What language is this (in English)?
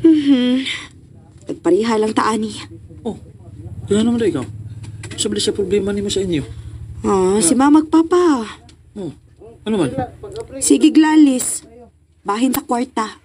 Cebuano